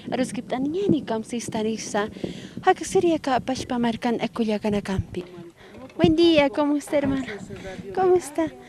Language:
Aymara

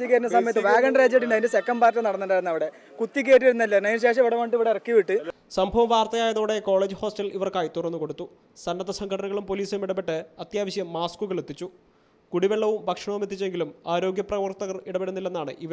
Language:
Malayalam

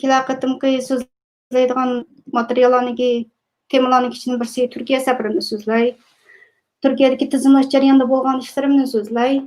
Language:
Uyghur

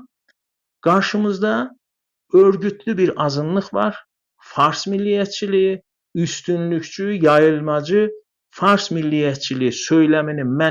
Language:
South Azerbaijani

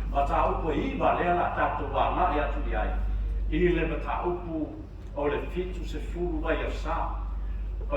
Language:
Samoan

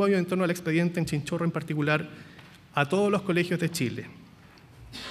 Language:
Spanish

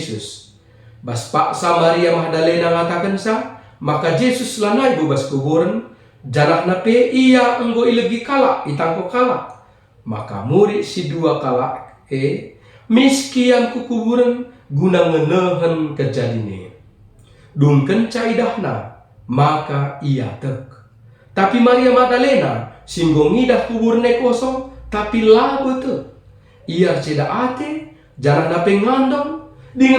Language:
Batak Karo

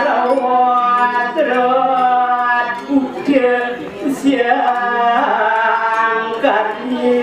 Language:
Balinese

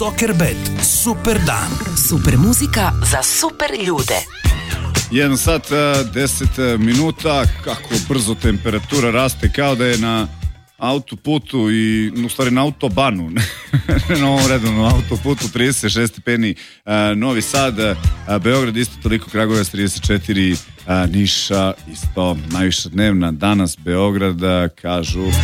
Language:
Serbian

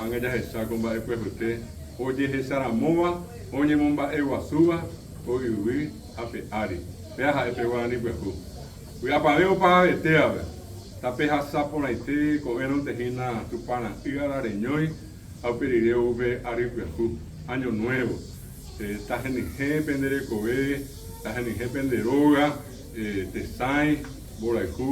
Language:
Guarani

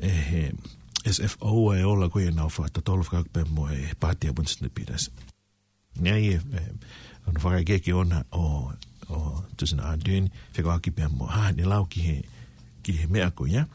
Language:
Tongan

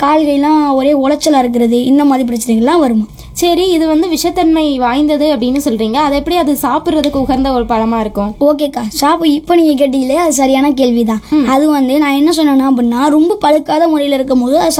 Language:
Tamil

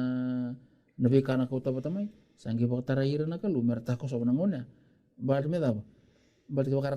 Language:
Fijian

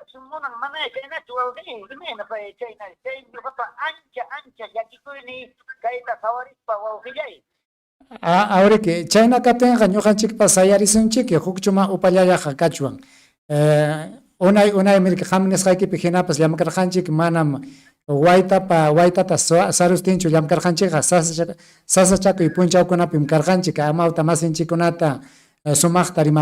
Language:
Ayacucho Quechua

